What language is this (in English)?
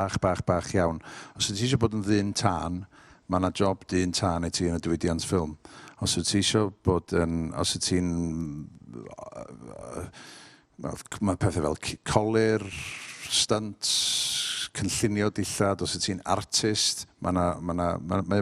Welsh